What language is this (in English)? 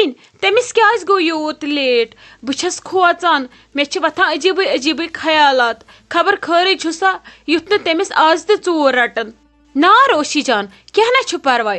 Kashmiri